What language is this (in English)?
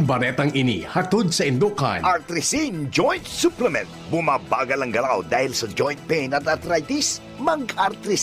Bikol